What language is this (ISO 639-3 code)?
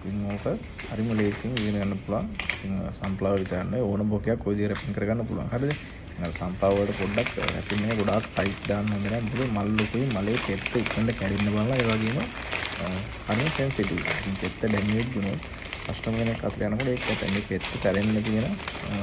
sin